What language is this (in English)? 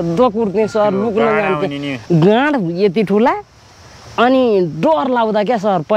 Nepali